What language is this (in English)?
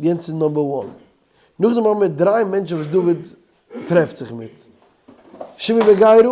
Yiddish